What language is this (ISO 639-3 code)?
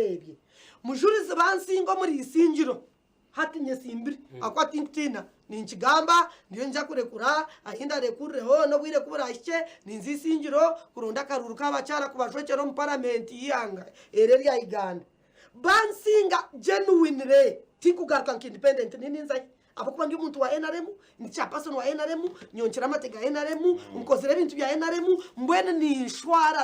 nyn